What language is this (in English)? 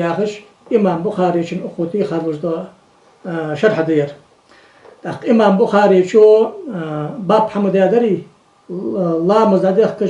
Ingush